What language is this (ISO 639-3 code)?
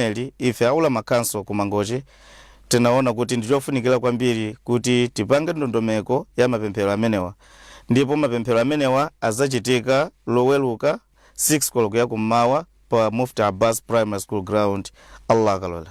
nya